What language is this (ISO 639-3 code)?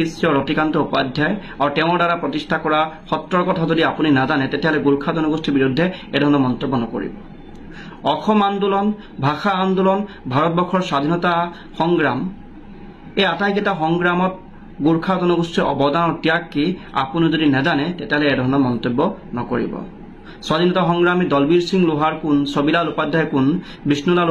asm